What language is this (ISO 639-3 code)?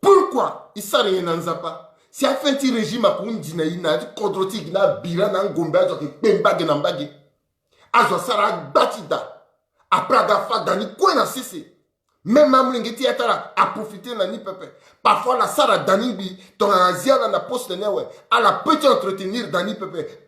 sag